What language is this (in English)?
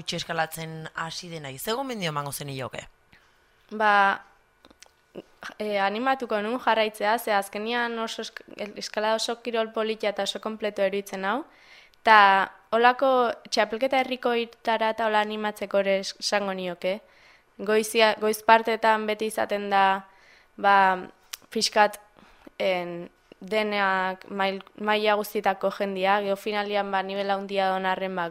Basque